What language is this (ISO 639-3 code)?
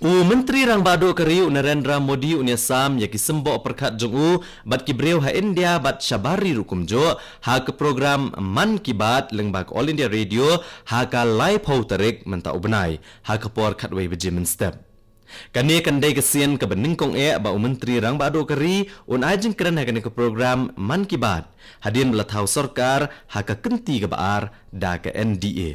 kha